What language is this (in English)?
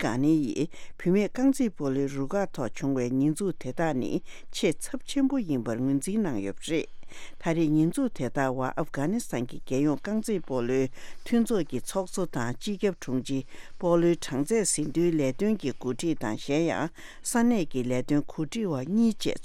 Tibetan